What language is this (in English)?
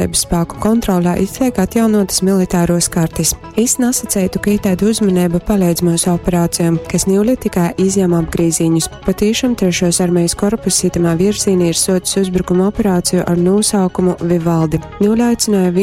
Latgalian